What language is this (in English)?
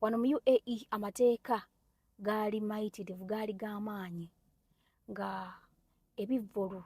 Ganda